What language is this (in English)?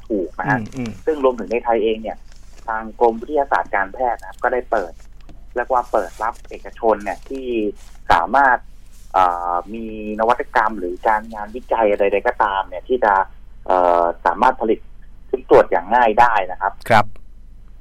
Thai